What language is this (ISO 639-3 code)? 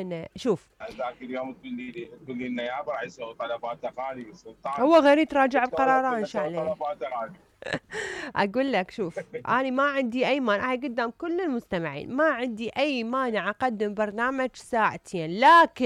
acm